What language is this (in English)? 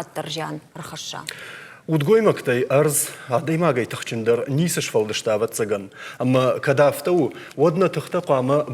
Ossetic